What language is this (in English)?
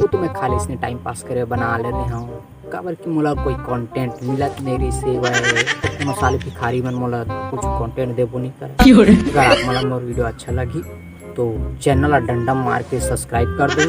Chhattisgarhi